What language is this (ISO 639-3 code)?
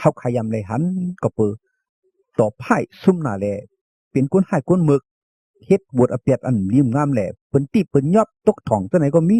shn